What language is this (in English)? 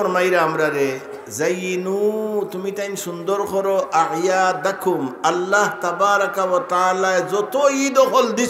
Sylheti